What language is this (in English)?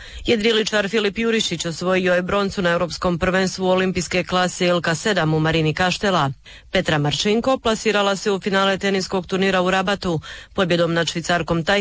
Croatian